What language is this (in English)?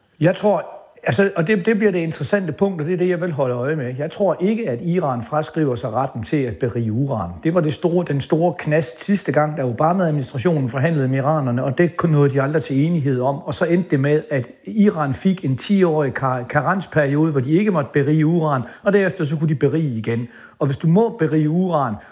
Danish